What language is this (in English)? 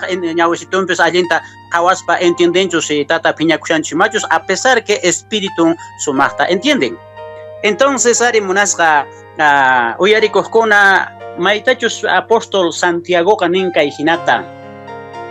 Quechua